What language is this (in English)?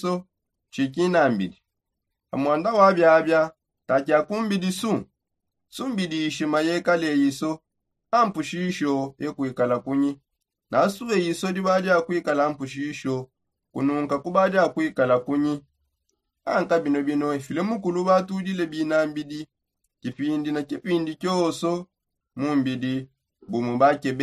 Songe